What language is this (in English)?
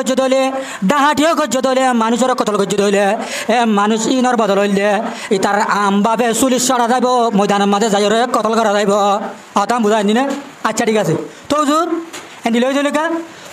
Rohingya